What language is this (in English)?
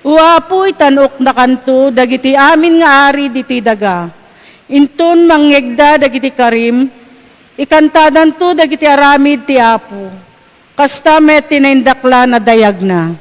Iloko